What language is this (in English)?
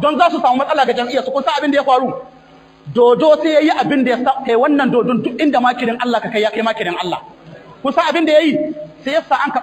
Hausa